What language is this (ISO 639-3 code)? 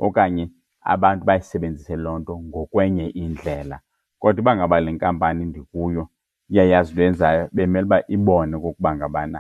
xho